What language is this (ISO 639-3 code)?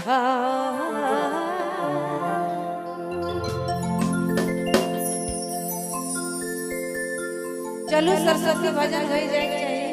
sck